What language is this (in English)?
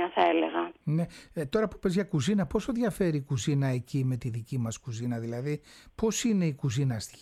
Greek